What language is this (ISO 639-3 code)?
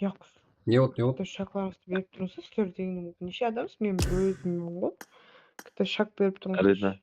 kaa